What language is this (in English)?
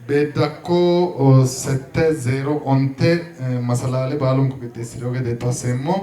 Sidamo